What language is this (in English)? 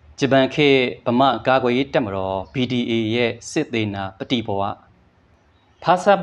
Burmese